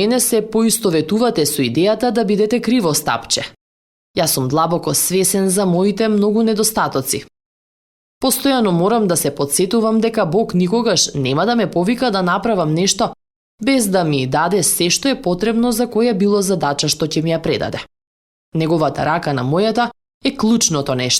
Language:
Macedonian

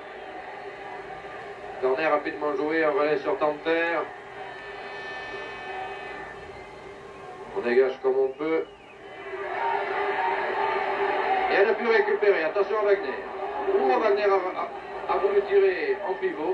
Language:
French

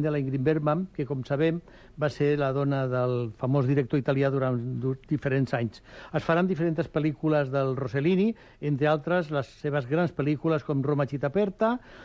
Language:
Catalan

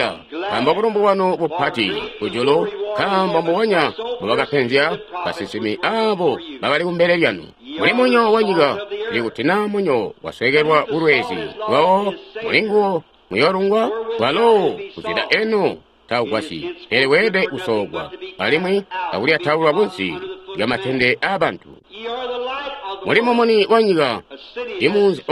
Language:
Tonga (Zambia)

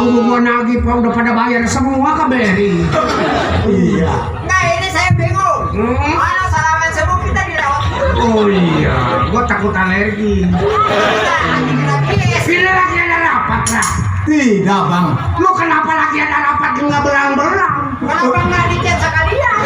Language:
Betawi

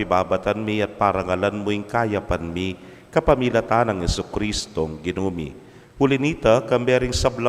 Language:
Pampanga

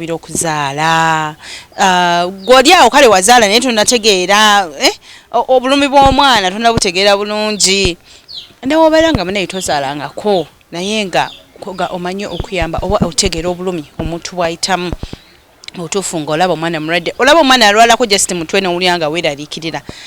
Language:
Ganda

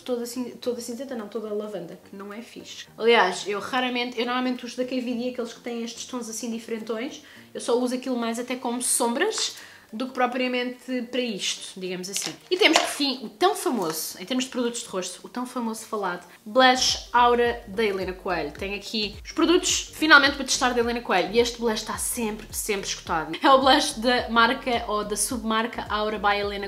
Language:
Portuguese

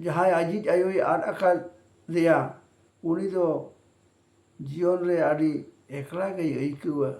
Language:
Santali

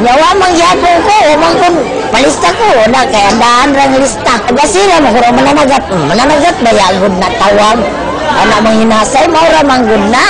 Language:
Cebuano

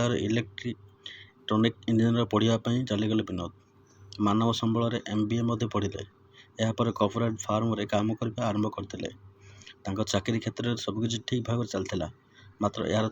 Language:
Odia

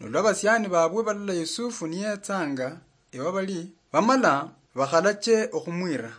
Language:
Luyia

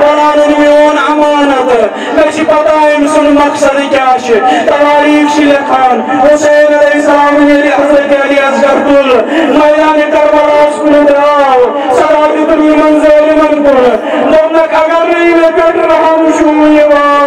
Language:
Kashmiri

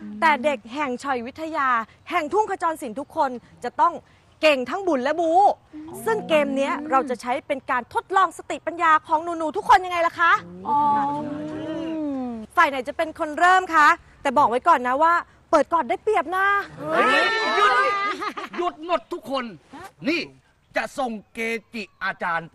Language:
Thai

